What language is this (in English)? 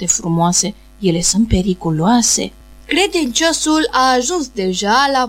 Romanian